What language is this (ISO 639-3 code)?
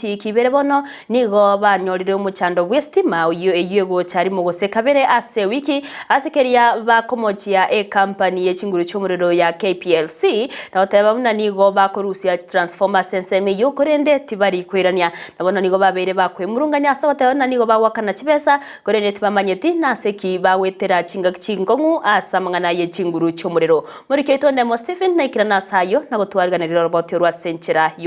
guz